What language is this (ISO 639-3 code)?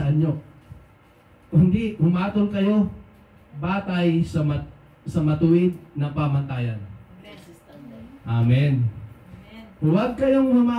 fil